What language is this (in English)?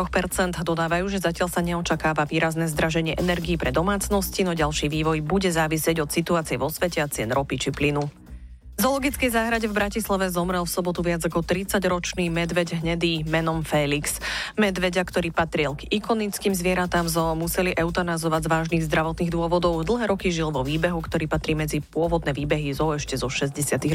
Slovak